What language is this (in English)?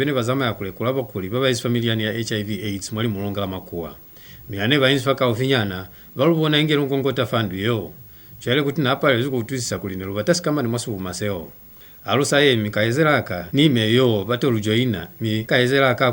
Lozi